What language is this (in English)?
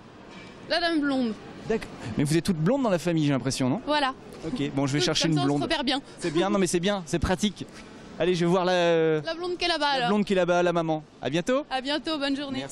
French